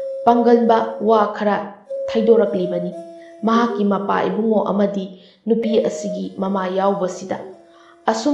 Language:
Manipuri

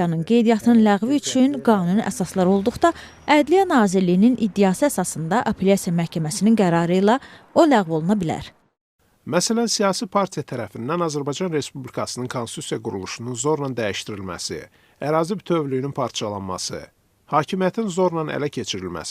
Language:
Azerbaijani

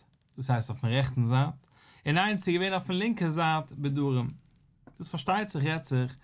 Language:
Yiddish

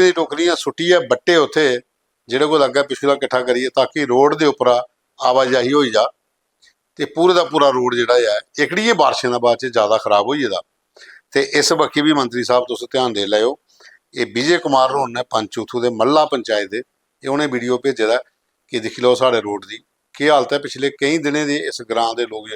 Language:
Dogri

